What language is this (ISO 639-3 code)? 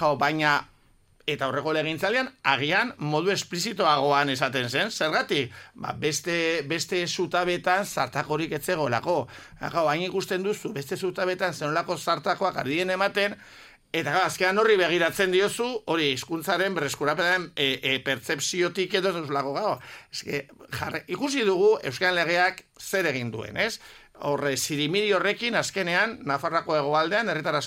eus